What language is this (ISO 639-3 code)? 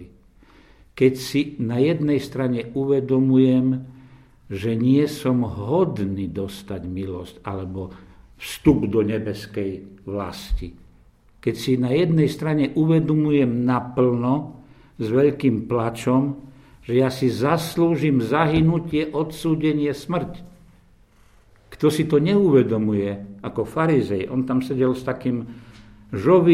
slk